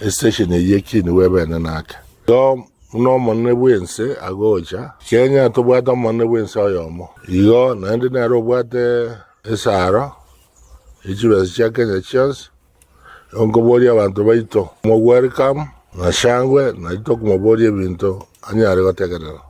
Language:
Gusii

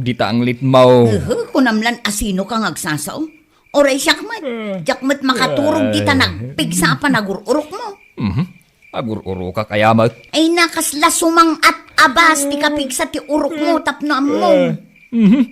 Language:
Iloko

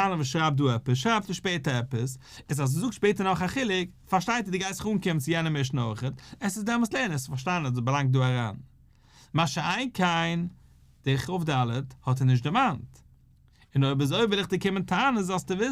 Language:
Yiddish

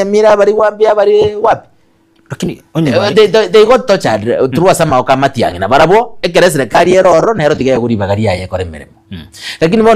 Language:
Gusii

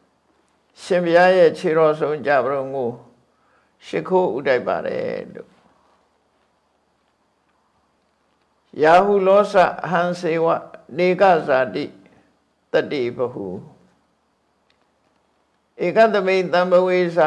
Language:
Burmese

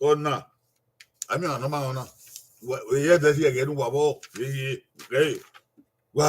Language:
Bini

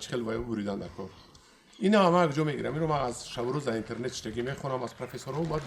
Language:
Tajik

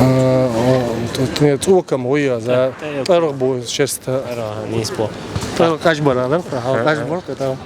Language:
Chechen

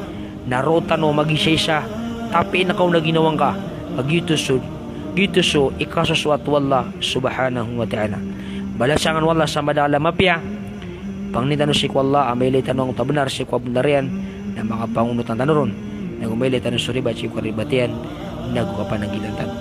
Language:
Maranao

